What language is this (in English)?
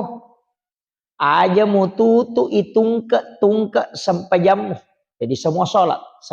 Buginese